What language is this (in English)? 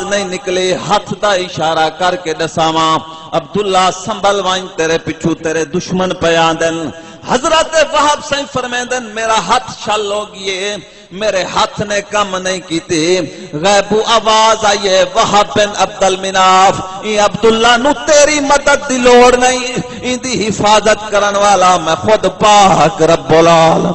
Saraiki